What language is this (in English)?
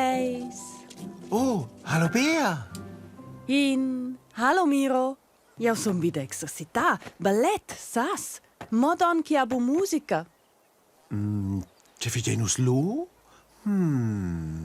Romansh